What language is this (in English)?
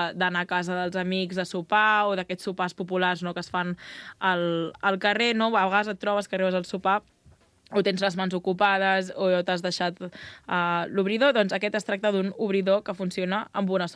Catalan